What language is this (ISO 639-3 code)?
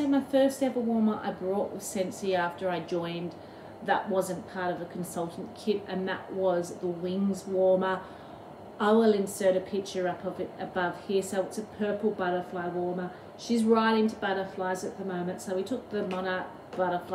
eng